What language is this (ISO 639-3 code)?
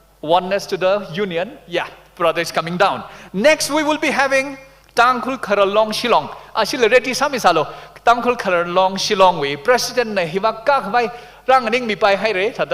nmf